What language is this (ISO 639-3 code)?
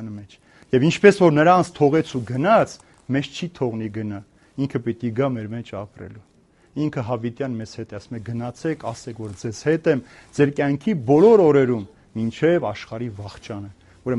hye